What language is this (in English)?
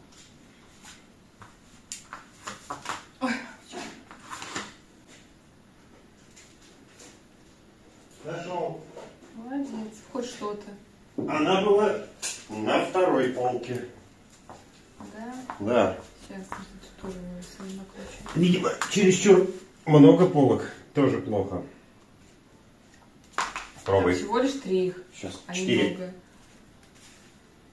Russian